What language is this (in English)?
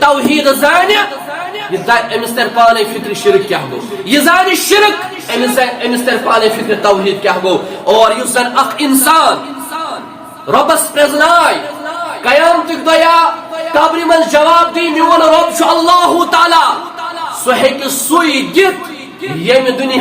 Kashmiri